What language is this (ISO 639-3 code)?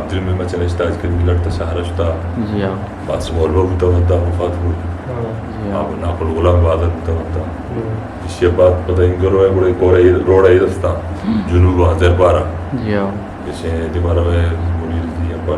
bgp